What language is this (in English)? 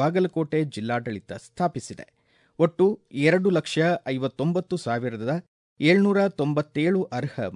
Kannada